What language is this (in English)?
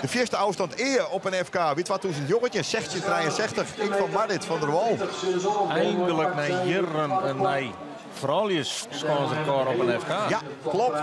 Western Frisian